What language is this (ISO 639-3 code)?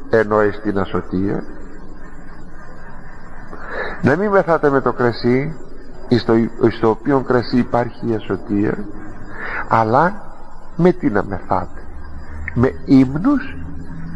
ell